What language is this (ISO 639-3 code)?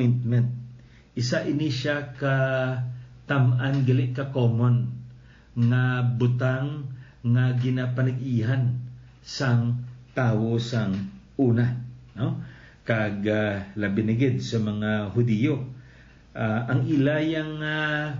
hil